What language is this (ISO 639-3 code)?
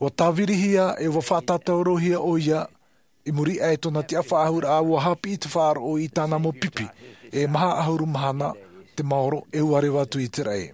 tah